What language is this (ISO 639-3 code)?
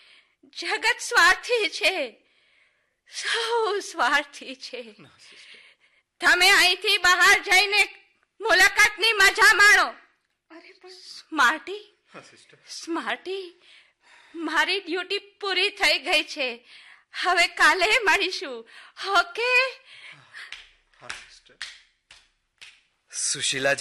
guj